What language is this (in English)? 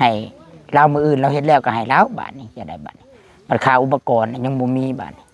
Northeastern Thai